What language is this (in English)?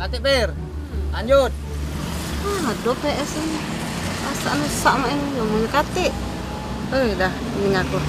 Musi